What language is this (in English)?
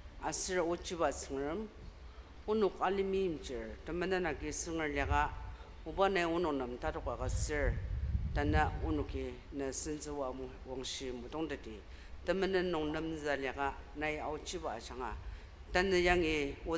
Ao Naga